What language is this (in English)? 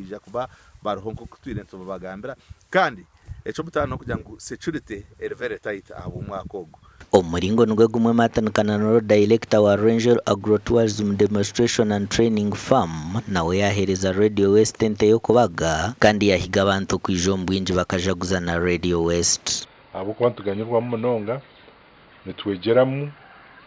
Nyankole